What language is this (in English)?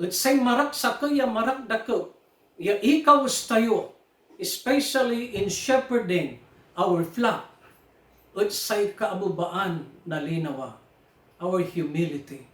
Pangasinan